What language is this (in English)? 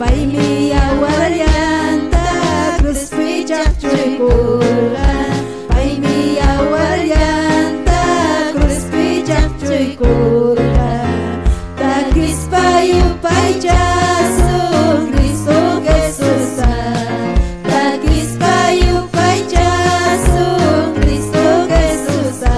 Ayacucho Quechua